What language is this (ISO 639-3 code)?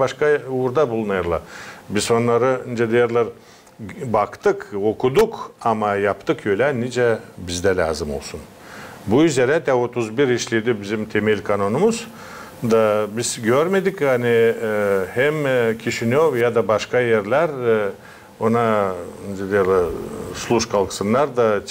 gag